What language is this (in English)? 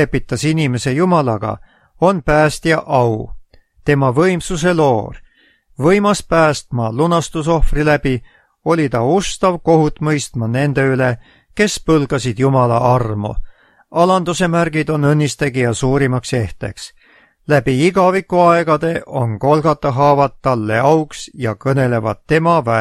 Estonian